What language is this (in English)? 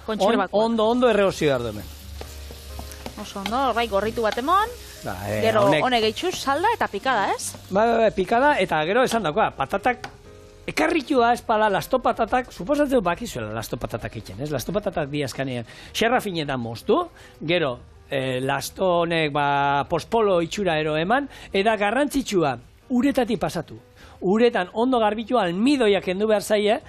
Basque